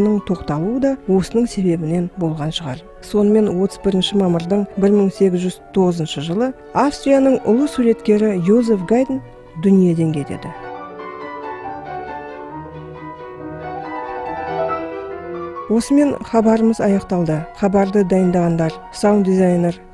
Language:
Kazakh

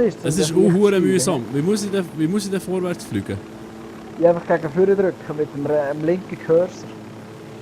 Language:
Swiss German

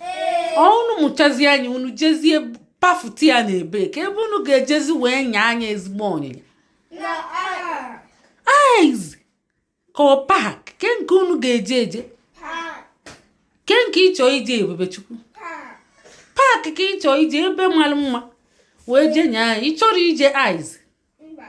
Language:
Igbo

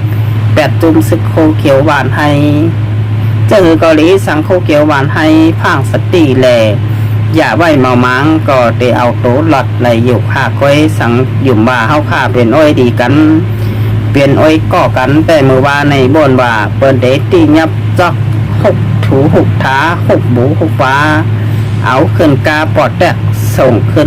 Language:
Shan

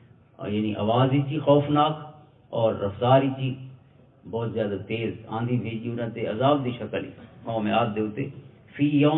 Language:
Western Panjabi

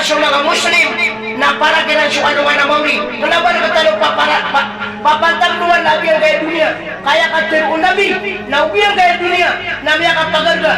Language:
Maranao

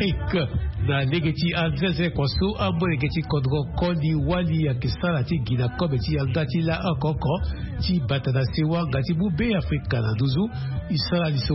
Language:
Sango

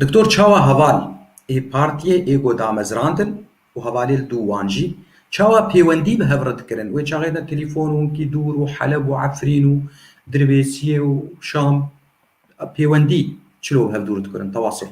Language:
Kurdish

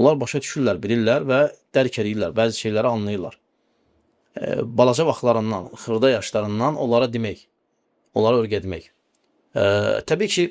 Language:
Azerbaijani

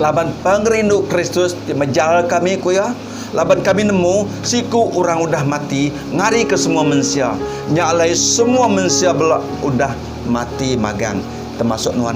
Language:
Iban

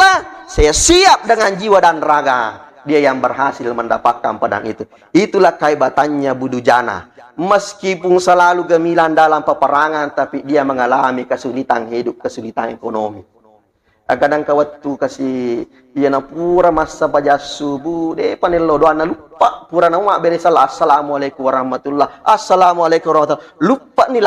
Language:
Buginese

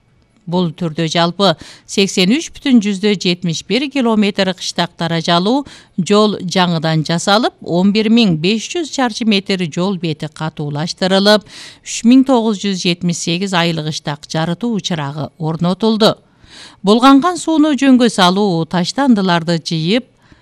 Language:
Kyrgyz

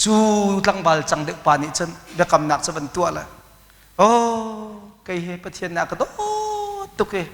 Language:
Hakha Chin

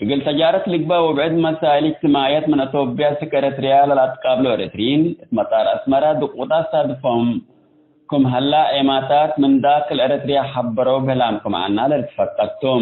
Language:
Tigre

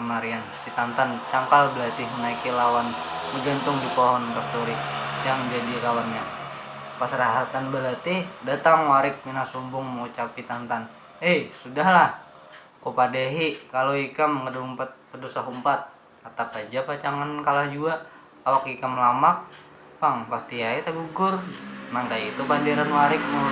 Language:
Banjar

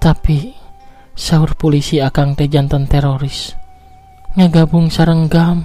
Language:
Sundanese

